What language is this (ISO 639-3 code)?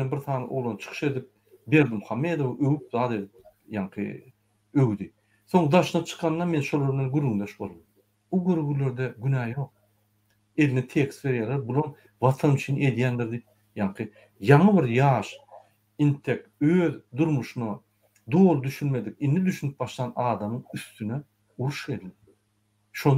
tuk